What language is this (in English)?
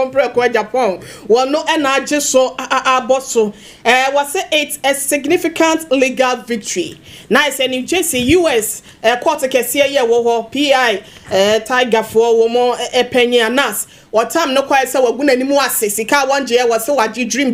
Akan